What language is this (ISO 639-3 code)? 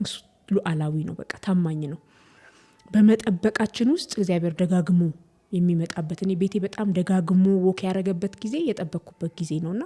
amh